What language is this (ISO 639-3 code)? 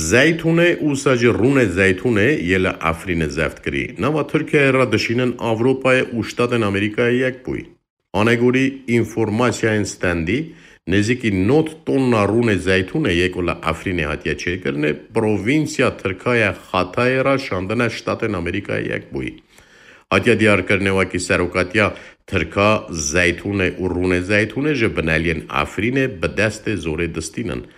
kur